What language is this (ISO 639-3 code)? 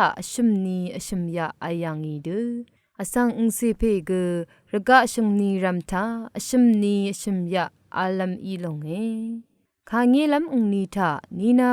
raw